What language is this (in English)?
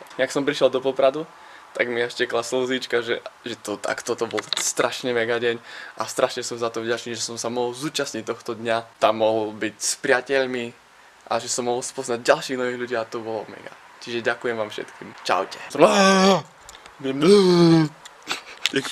Slovak